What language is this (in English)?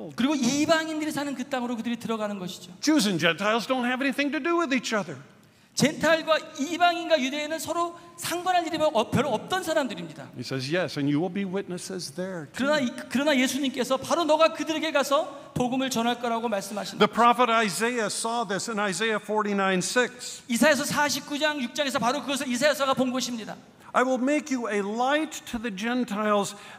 Korean